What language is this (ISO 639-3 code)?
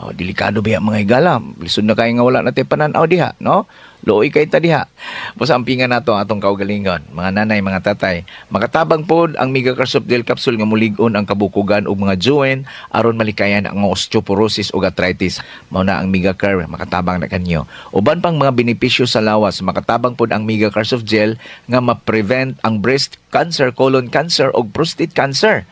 ceb